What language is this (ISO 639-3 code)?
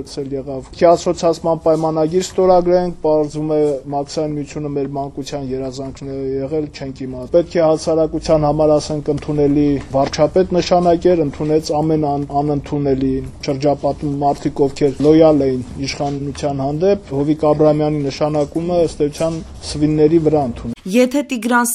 hye